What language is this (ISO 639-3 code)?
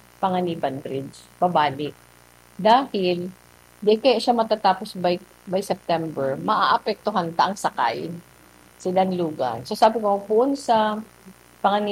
bik